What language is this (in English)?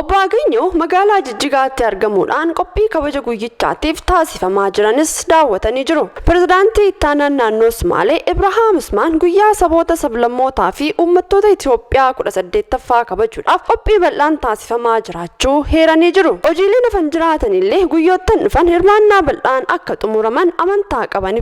Oromo